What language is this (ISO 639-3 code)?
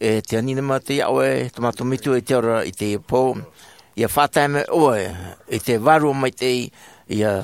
tah